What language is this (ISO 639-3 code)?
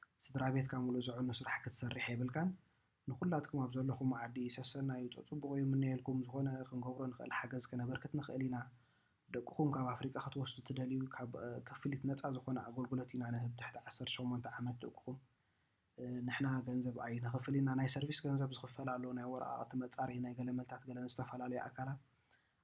tir